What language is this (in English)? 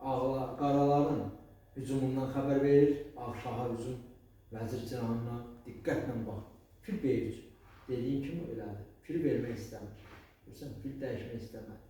Azerbaijani